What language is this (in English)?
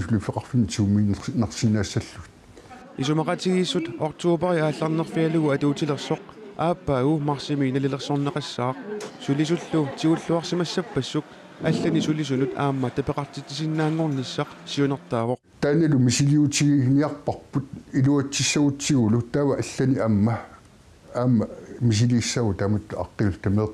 Kalaallisut